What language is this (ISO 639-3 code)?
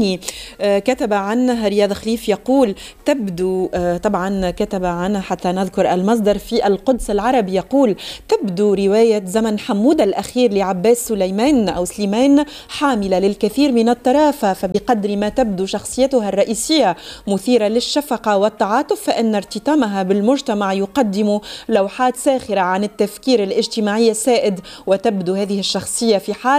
aeb